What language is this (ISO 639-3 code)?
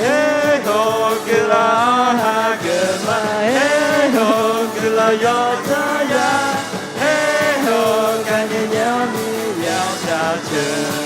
ahk